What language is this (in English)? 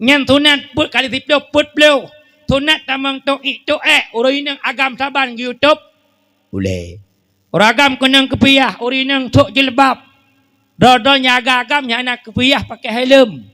Achinese